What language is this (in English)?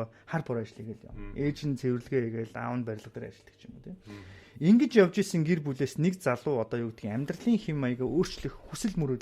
Mongolian